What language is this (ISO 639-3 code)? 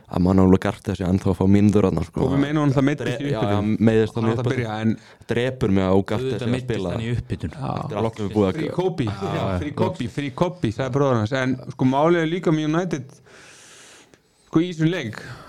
isl